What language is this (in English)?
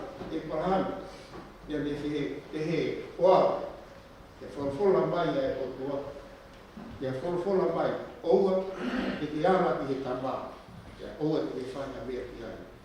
Tongan